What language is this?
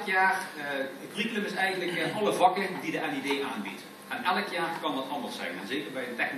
Dutch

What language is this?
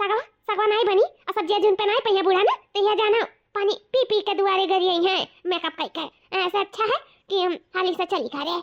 Awadhi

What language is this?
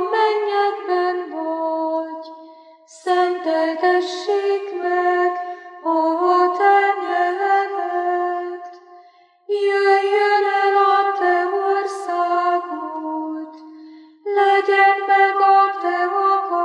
Hungarian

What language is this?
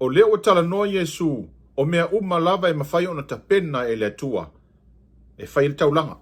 Samoan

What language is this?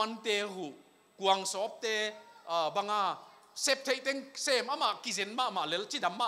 Thai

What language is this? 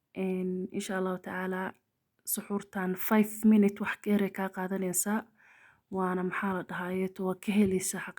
Somali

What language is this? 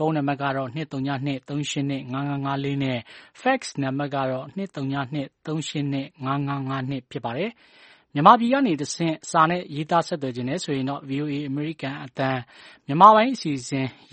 Burmese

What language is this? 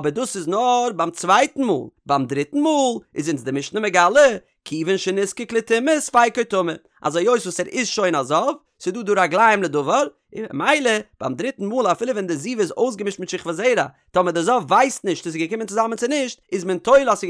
Yiddish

